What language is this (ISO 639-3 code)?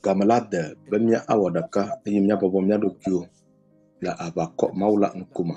ewe